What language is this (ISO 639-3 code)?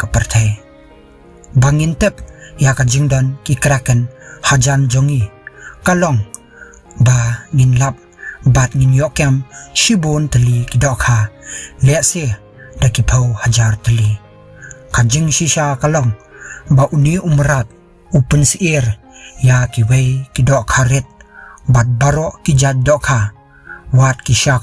kha